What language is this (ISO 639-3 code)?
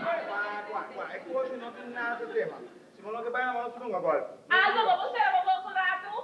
pap